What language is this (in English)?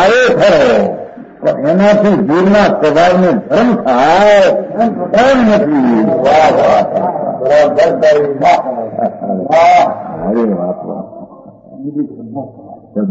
Gujarati